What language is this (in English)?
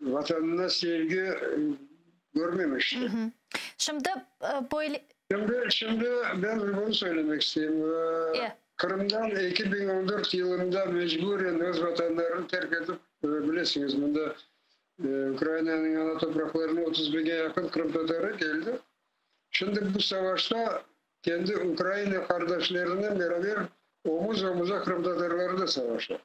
Crimean Tatar